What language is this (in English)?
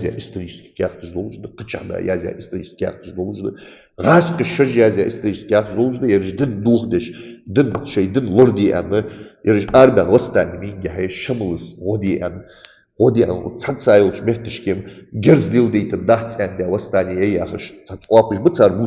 Ingush